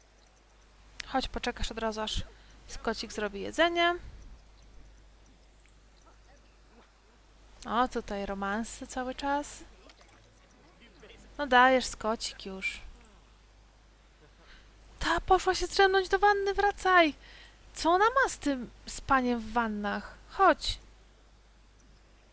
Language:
Polish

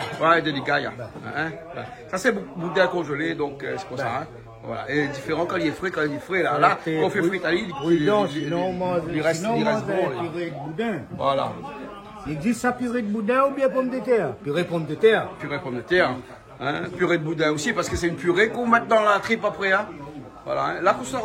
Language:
Réunion Creole French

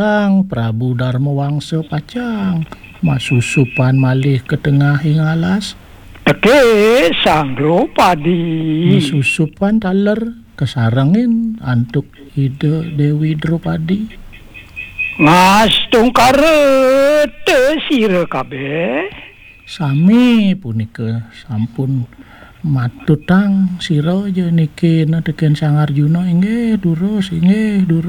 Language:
Balinese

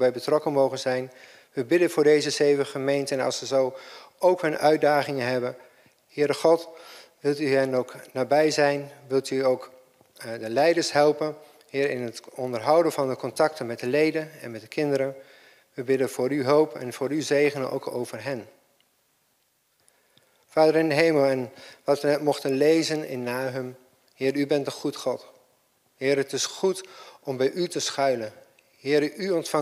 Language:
Dutch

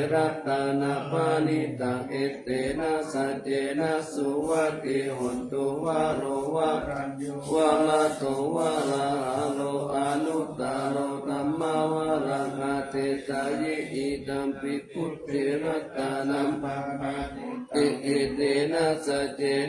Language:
Pali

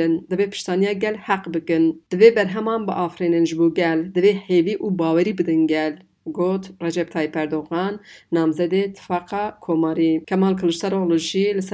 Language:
Kurdish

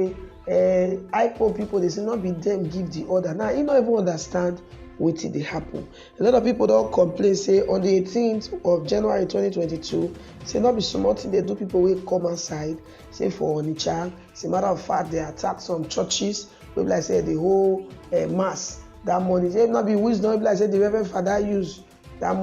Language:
Nigerian Pidgin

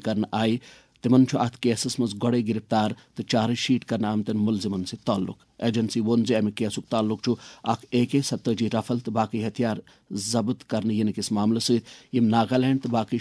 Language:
Kashmiri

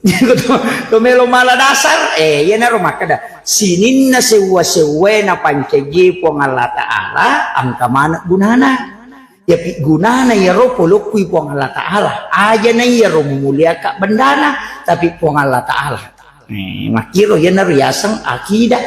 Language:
Buginese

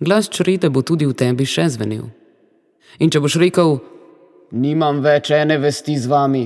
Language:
Slovenian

